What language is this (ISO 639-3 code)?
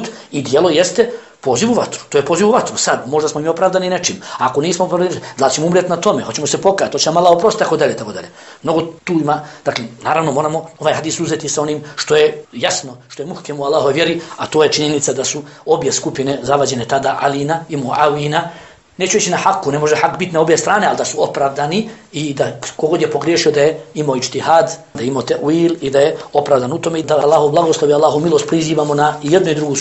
bos